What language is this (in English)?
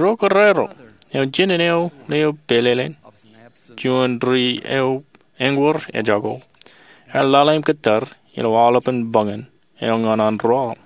Marshallese